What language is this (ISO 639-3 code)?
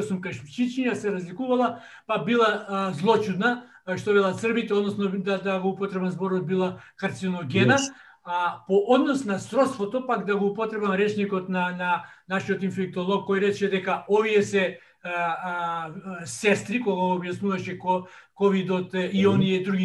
mkd